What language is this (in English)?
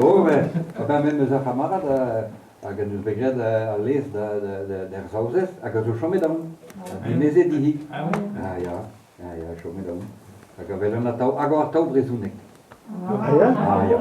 Breton